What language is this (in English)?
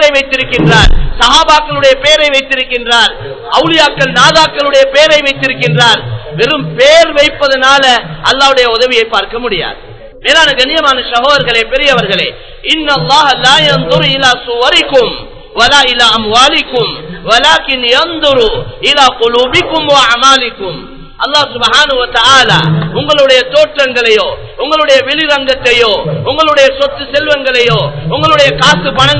Tamil